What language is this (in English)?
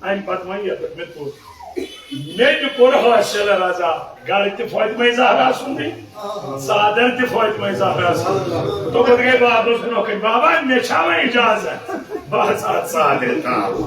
Kashmiri